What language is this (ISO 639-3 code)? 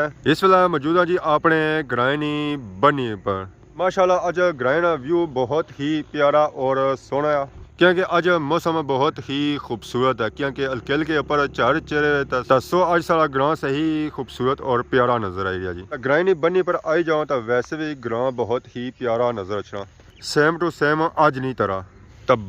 phr